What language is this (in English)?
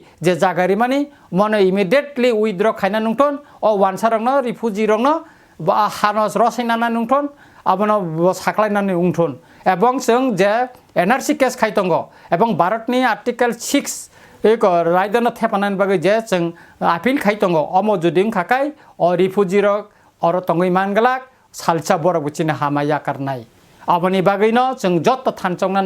Kok Borok